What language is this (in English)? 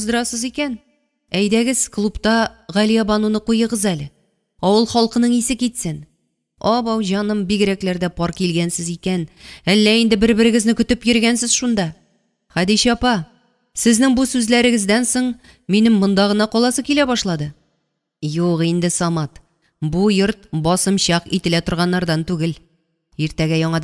Tatar